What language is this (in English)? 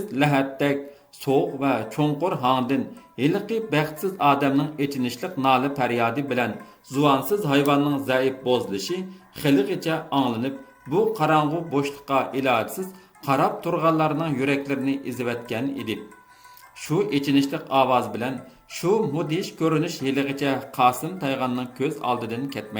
Uyghur